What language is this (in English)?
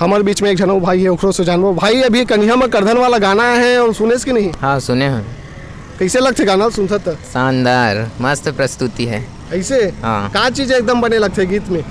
Chhattisgarhi